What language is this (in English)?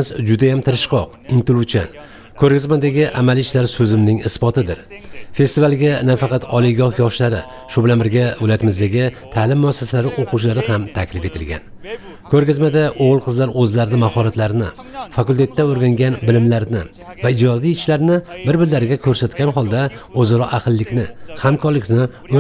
Uzbek